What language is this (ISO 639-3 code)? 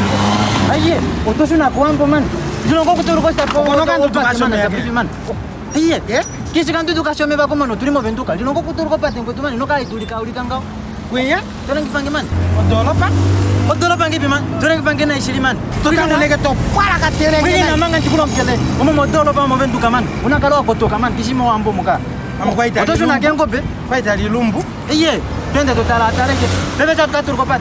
kua